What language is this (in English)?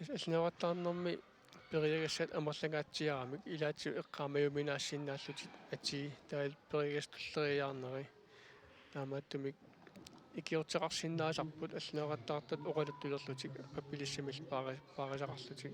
Kalaallisut